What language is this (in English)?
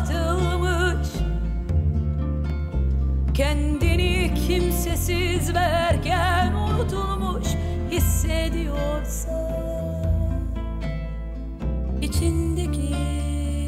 Turkish